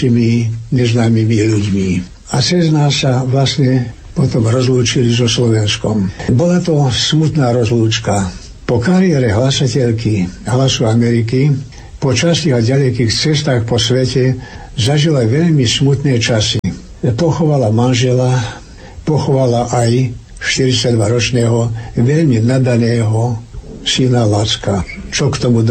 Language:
Slovak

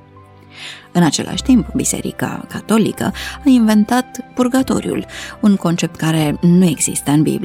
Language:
Romanian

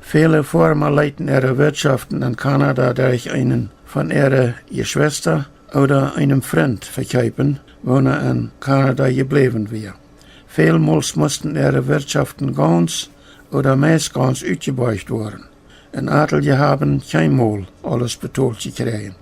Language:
Plautdietsch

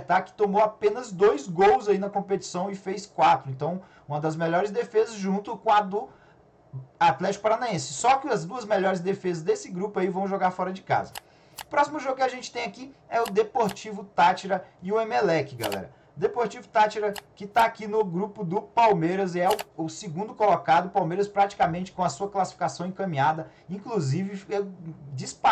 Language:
Portuguese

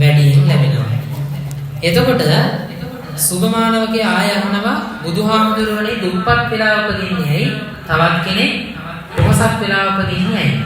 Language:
Sinhala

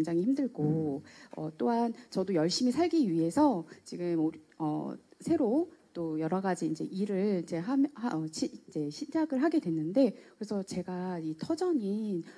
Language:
Korean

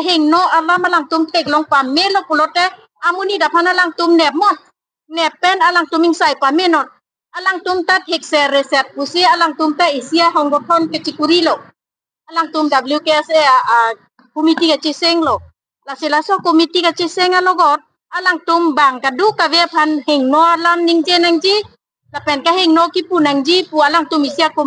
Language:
Karbi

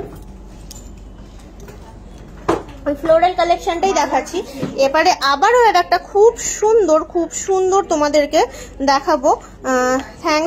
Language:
Bangla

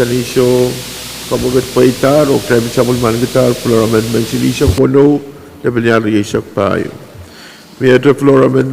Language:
Pohnpeian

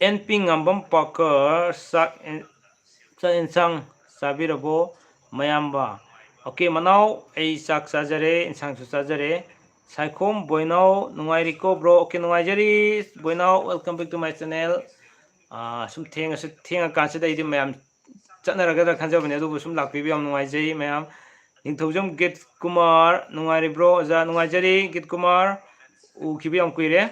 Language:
Manipuri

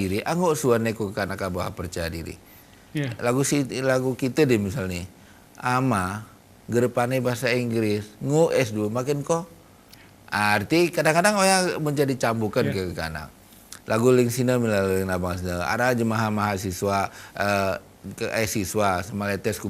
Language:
Gayo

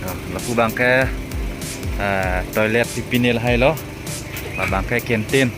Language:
Karbi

